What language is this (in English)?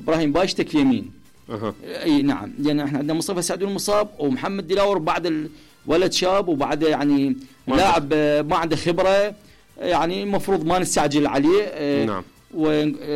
Mesopotamian Arabic